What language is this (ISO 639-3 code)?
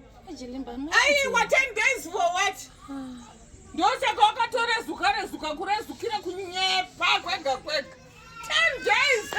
sna